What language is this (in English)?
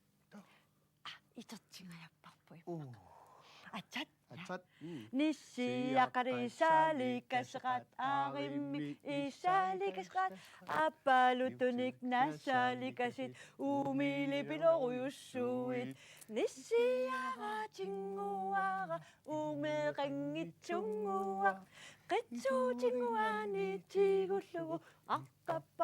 Kalaallisut